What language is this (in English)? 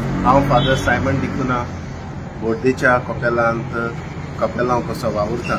Konkani